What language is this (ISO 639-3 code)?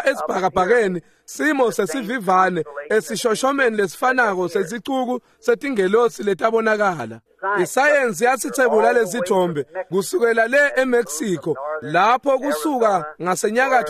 ssw